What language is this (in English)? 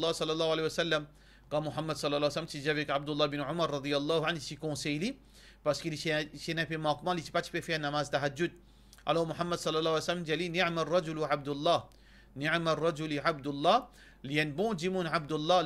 Morisyen